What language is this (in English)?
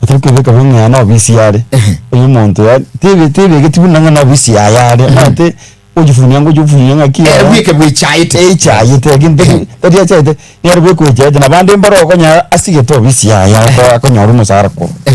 Gusii